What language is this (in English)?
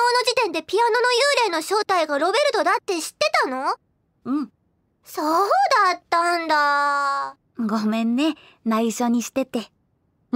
Japanese